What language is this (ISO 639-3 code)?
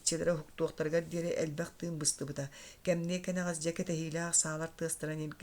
sah